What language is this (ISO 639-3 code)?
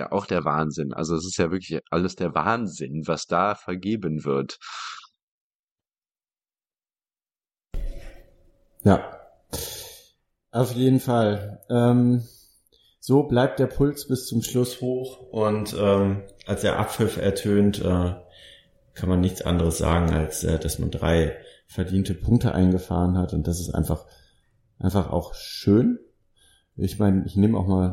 deu